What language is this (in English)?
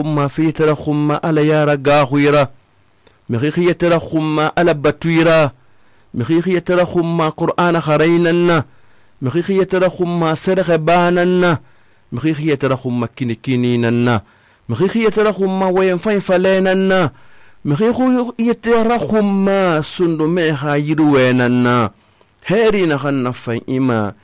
Susu